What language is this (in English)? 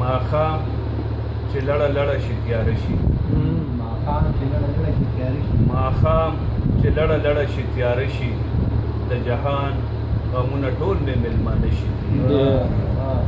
Pashto